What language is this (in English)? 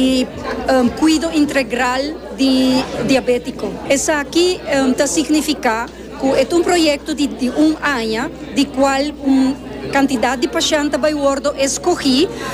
Papiamento